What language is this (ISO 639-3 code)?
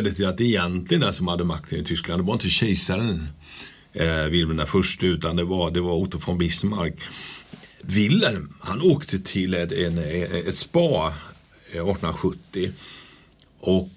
swe